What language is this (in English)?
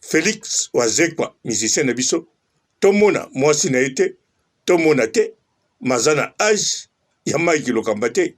Lingala